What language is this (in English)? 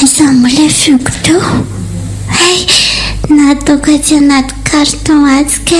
Malagasy